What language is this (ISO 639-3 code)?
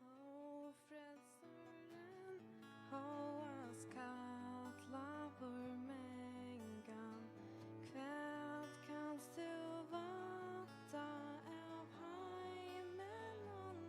fao